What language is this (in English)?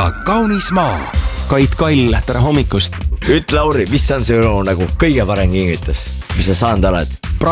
Estonian